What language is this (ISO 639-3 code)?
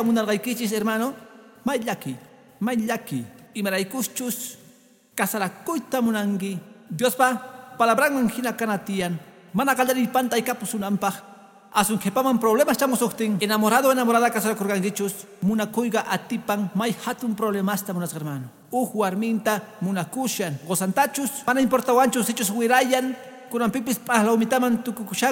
que